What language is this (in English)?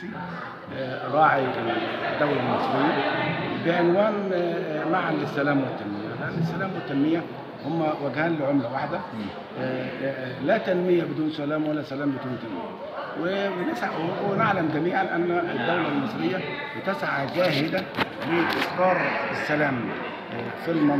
Egyptian Arabic